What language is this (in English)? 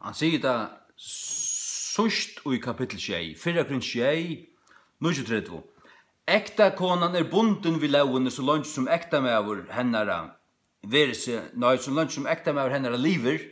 Faroese